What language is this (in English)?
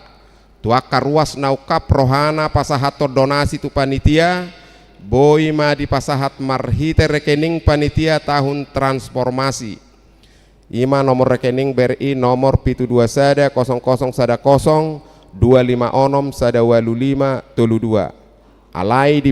Batak Toba